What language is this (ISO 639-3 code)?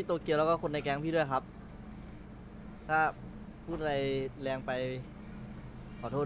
tha